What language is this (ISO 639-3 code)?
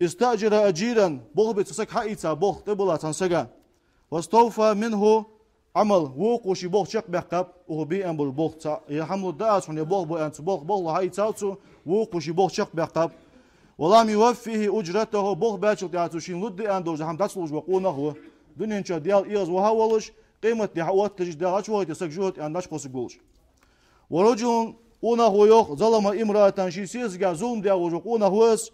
inh